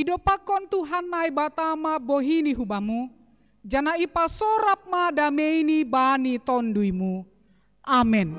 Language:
Batak Simalungun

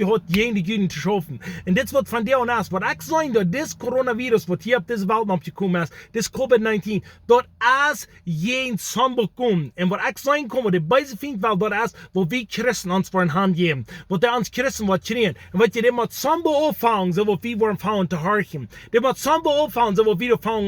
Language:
Plautdietsch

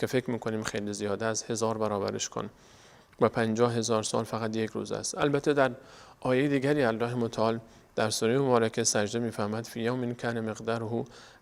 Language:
Persian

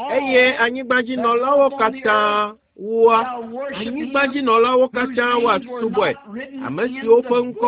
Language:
Ewe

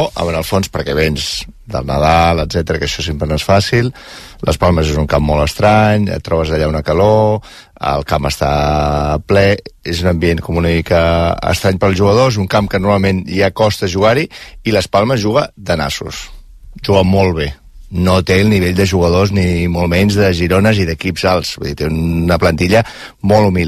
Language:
Catalan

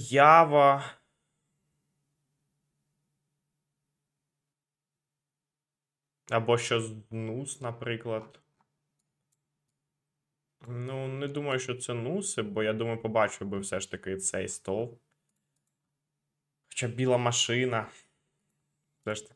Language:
Ukrainian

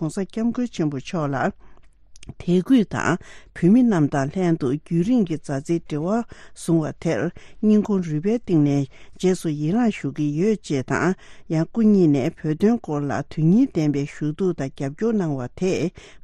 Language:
Tibetan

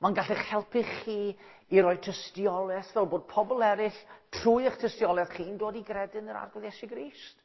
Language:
Welsh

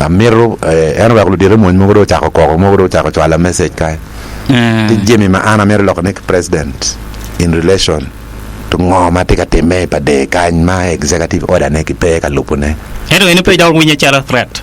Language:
Acoli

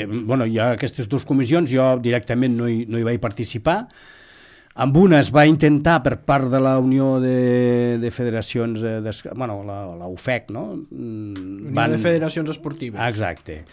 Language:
Catalan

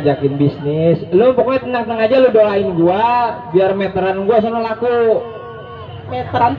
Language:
Betawi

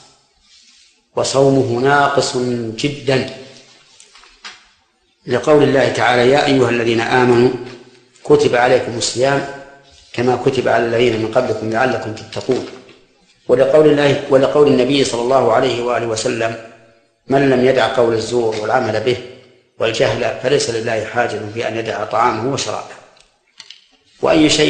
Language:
Arabic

